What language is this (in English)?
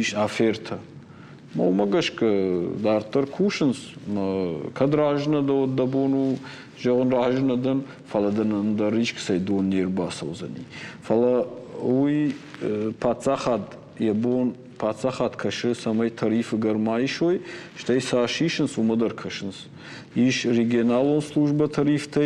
Ossetic